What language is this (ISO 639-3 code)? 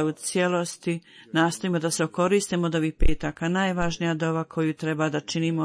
hrv